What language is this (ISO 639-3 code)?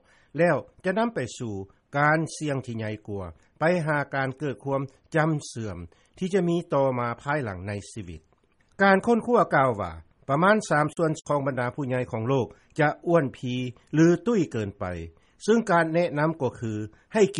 lao